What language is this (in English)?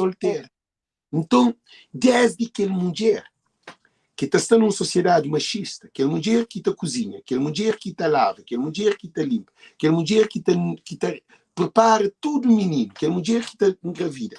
Kabuverdianu